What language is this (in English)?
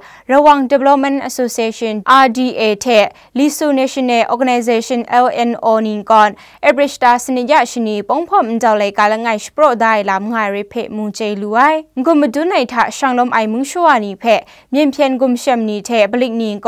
Kachin